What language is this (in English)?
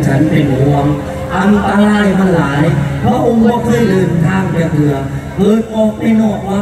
Thai